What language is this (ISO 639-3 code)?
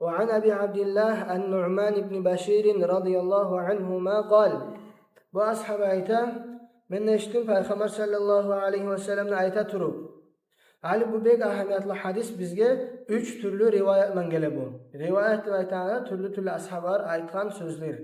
kum